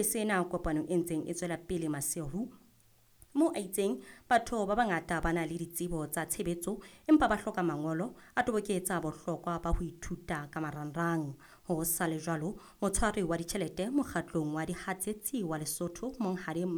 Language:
Southern Sotho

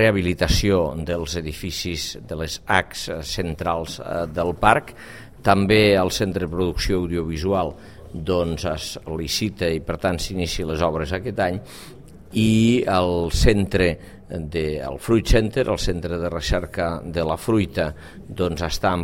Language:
Catalan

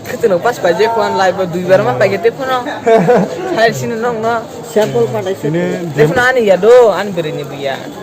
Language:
Kok Borok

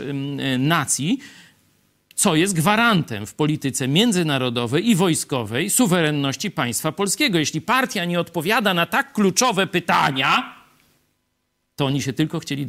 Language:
Polish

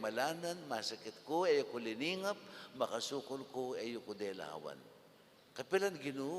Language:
Pampanga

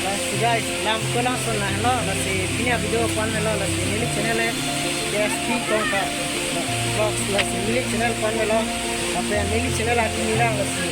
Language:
Karbi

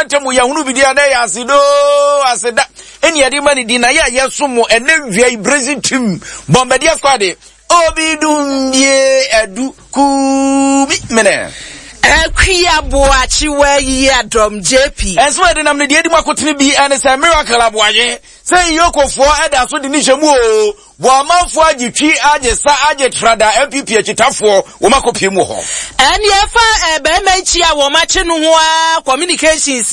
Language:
Akan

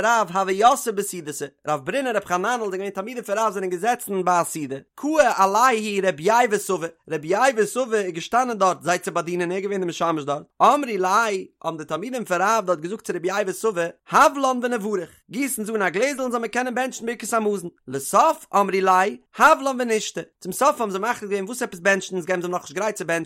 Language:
Yiddish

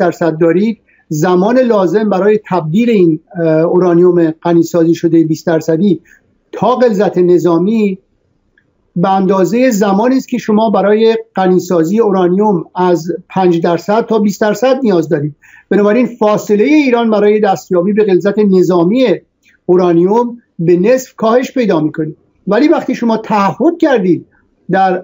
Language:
Persian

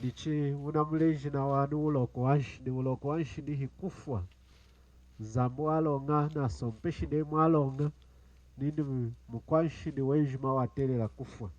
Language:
Lunda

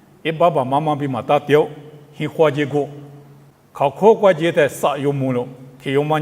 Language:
Lisu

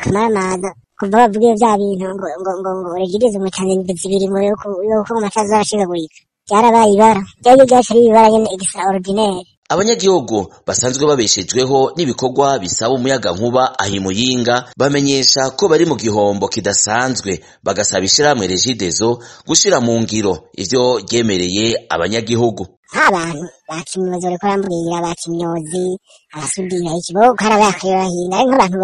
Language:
Rundi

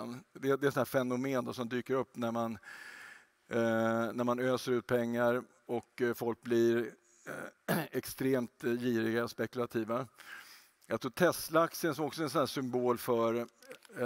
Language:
Swedish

